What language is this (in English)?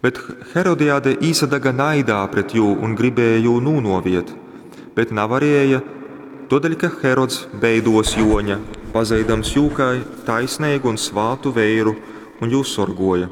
Latgalian